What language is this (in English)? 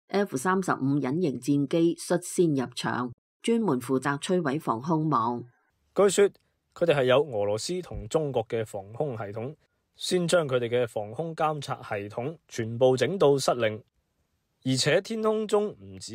Cantonese